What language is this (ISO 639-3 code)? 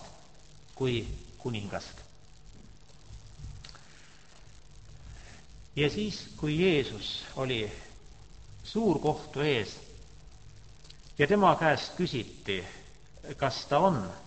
est